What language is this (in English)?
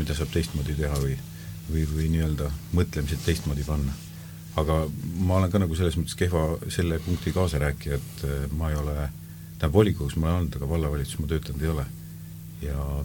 Estonian